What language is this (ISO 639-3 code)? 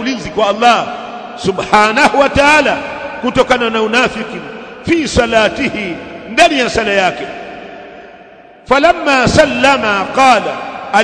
swa